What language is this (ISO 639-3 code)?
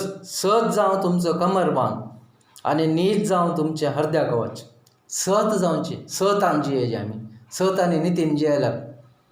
kok